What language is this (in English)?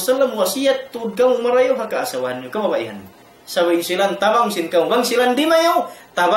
Tausug